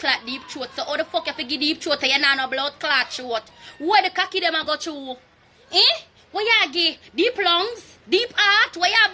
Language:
Jamaican Creole English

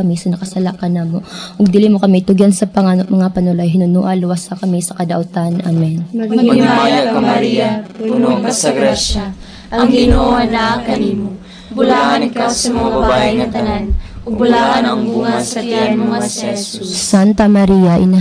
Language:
Cebuano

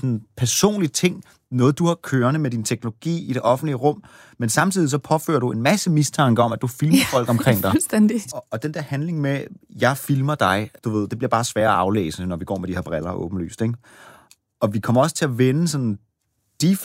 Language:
Danish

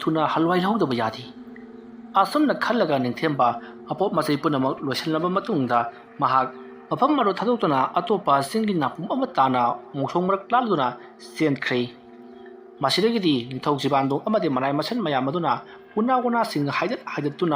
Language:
Manipuri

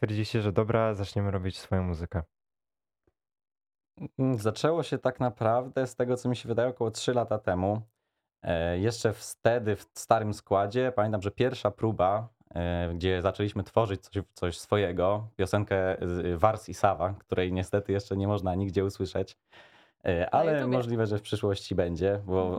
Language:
Polish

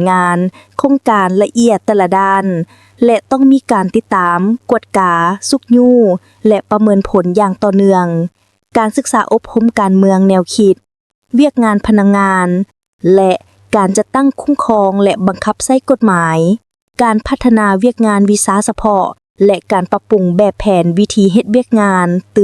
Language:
Lao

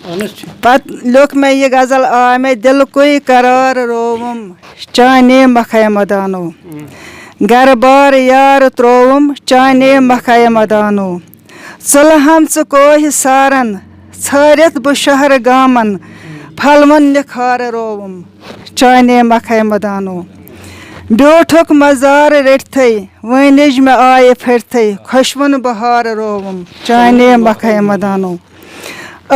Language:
Kashmiri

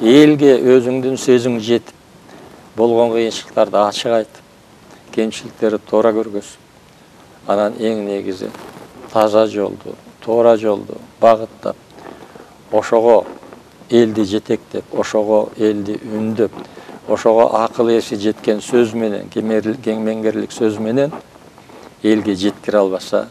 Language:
Kyrgyz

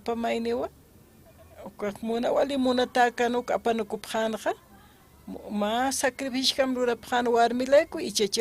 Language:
Aymara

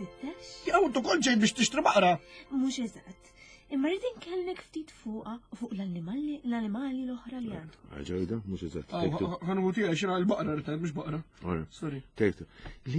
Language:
Maltese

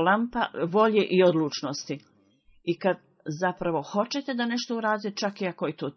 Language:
Bosnian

